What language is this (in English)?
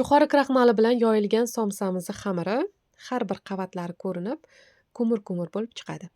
Uzbek